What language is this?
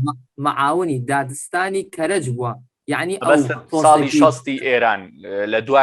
Central Kurdish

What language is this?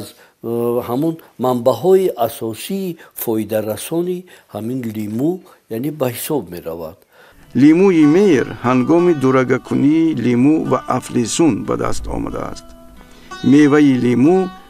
Tajik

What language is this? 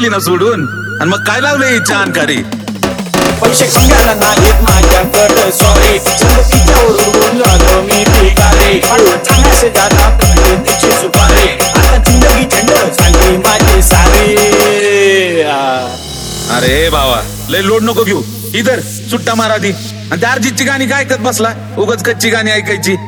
Marathi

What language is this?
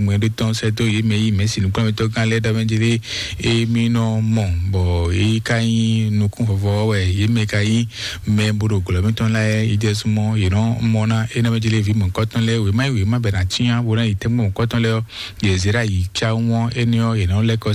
Fon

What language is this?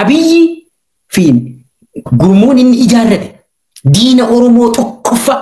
Oromo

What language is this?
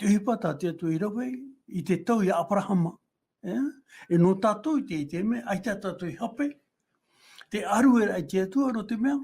Tahitian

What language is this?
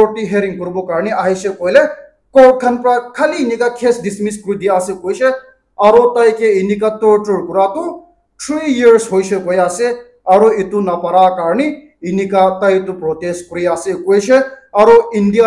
Naga Pidgin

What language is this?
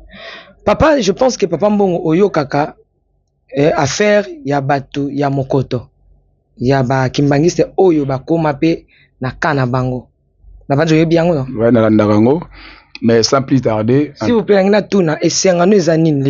Lingala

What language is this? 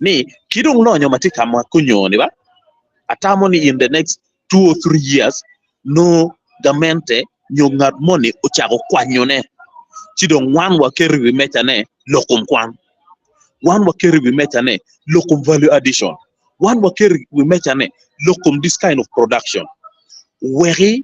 Acoli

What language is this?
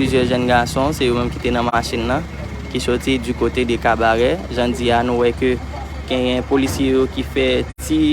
Haitian Creole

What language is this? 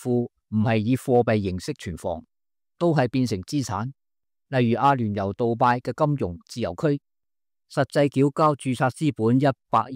Cantonese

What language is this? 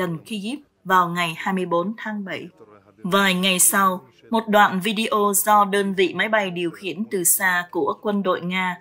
Vietnamese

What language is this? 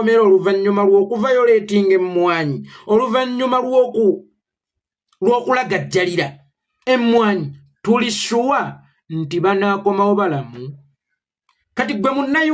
Ganda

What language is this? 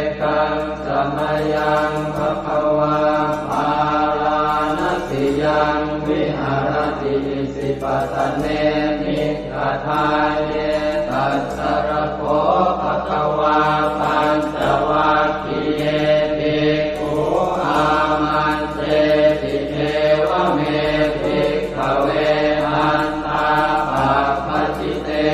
Pali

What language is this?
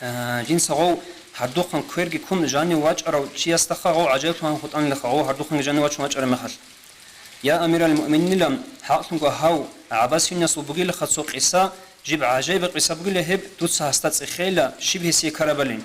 Avaric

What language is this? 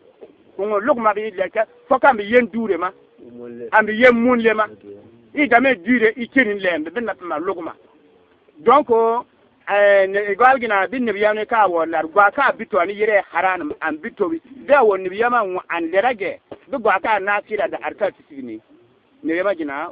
Bissa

